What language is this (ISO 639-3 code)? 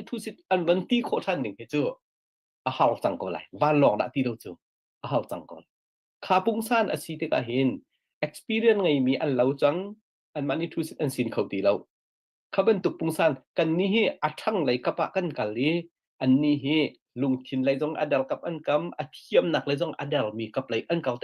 cnh